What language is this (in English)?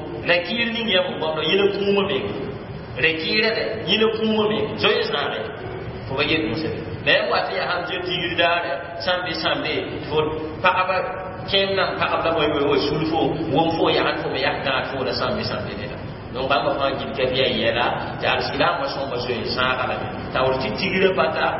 Mossi